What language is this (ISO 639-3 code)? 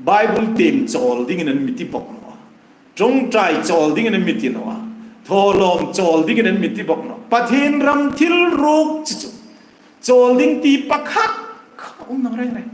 hmr